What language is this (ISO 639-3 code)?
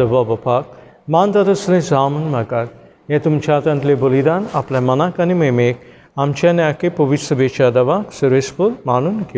kok